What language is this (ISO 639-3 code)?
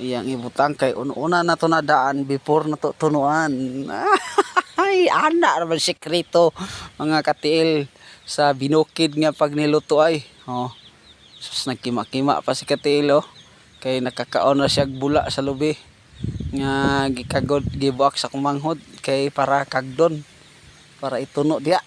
ceb